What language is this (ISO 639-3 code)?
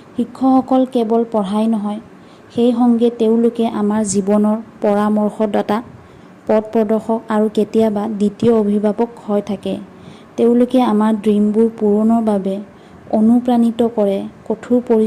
asm